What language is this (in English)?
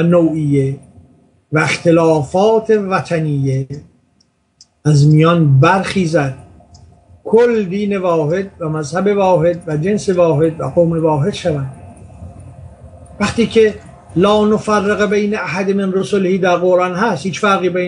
Persian